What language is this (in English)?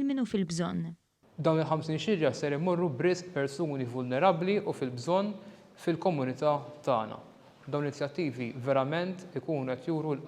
Maltese